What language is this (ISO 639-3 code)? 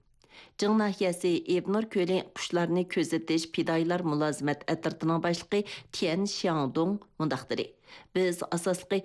uig